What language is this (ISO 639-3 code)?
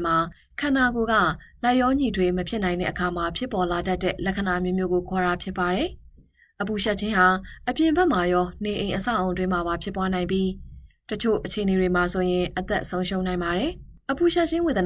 mya